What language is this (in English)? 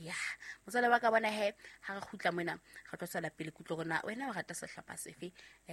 Southern Sotho